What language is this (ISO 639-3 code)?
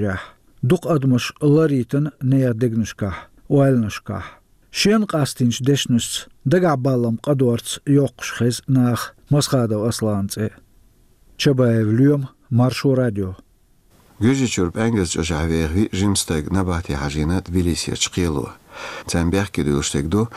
che